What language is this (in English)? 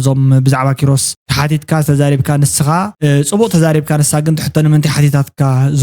Tigrinya